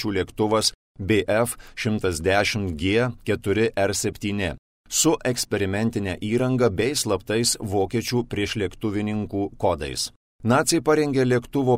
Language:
Lithuanian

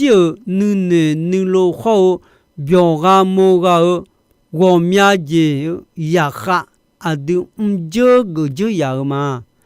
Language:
Akha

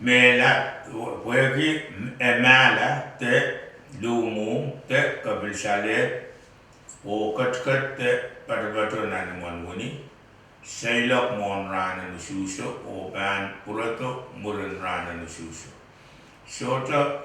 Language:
Pohnpeian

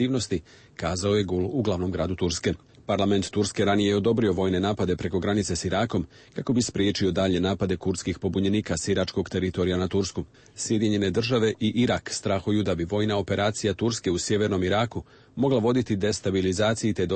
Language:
Serbian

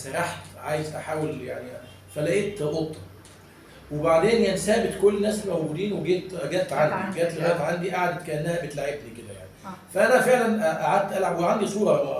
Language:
Egyptian Arabic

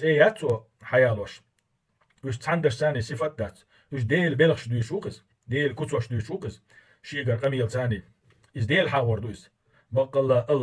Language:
Chechen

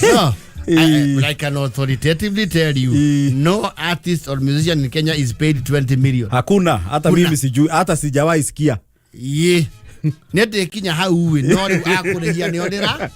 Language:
Kikuyu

